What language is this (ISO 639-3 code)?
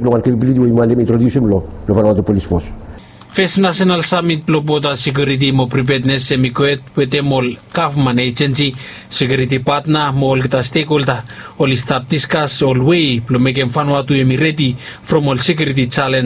bis